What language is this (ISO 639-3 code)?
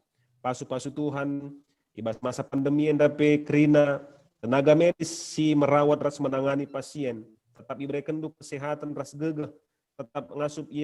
btx